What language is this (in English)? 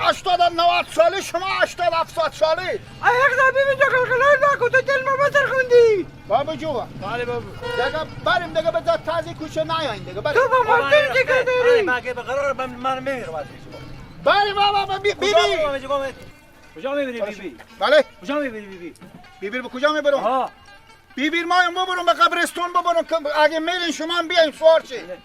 Persian